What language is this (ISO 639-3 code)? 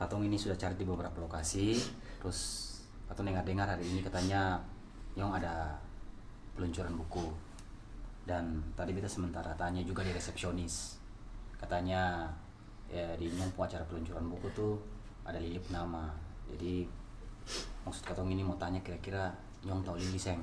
abs